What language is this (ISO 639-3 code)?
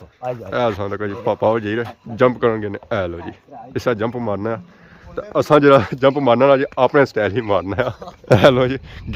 phr